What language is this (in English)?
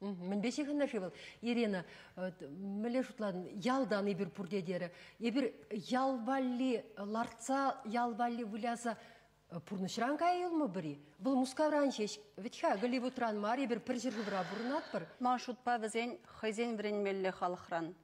Chuvash